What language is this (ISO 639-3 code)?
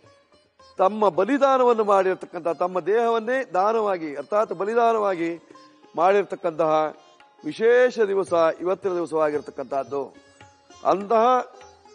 kan